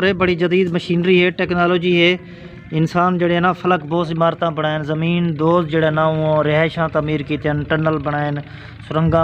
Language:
Saraiki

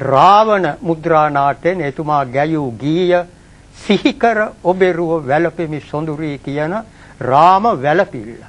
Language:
Sinhala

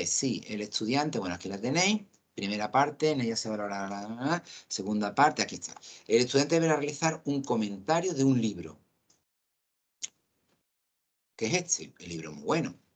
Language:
Spanish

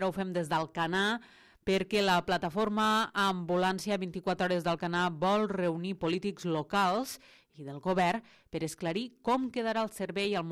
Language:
Catalan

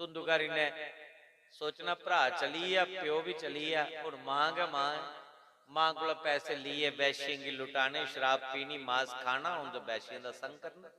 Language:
Dogri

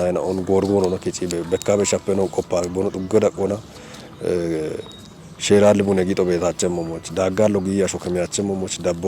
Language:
Kafa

